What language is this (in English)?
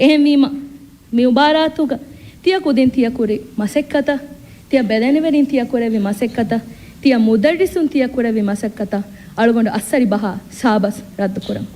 Divehi